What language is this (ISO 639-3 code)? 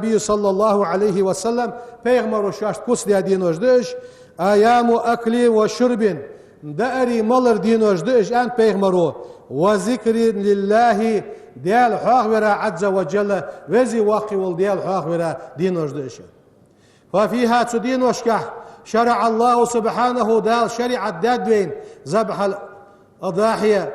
inh